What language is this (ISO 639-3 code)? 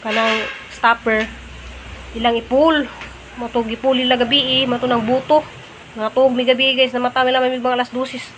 ceb